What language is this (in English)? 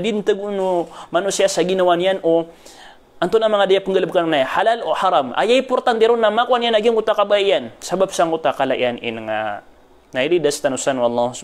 Maranao